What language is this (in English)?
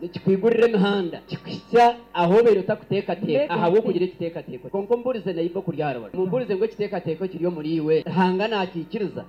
Nyoro